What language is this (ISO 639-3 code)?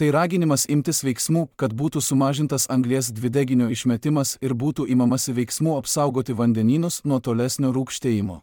lit